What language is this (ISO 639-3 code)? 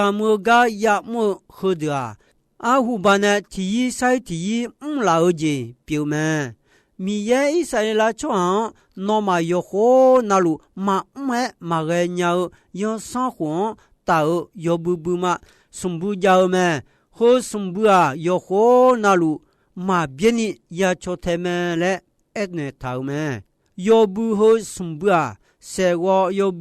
ahk